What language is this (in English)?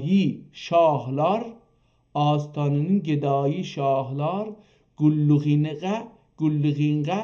South Azerbaijani